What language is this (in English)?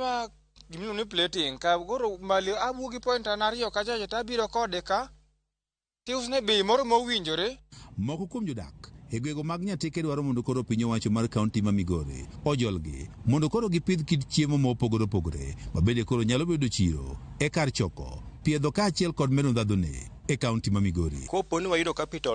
Luo (Kenya and Tanzania)